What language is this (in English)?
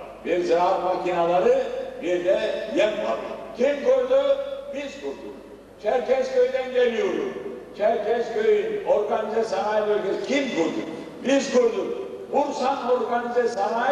Turkish